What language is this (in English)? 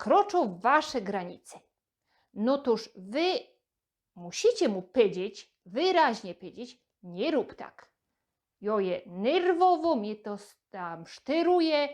Silesian